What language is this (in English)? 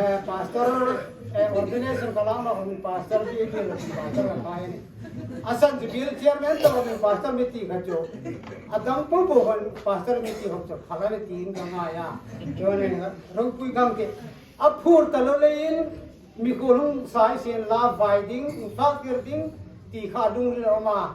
Hmar